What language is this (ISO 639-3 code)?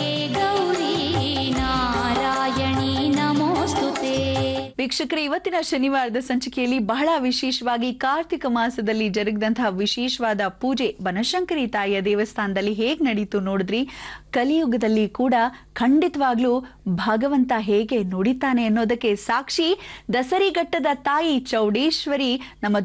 kan